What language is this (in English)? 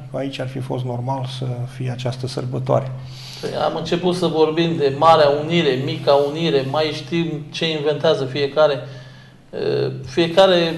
Romanian